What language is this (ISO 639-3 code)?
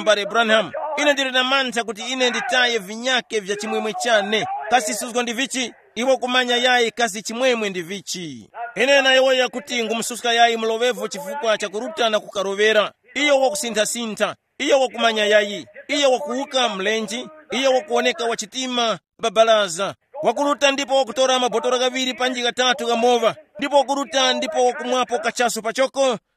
tum